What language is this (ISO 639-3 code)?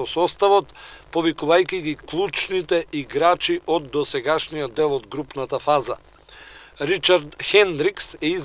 mkd